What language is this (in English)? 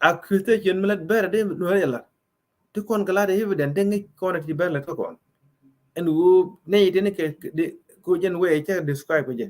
Nuer